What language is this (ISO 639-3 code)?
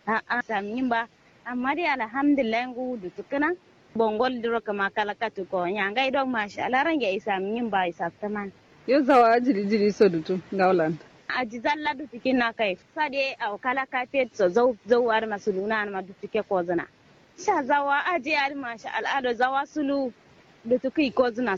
kau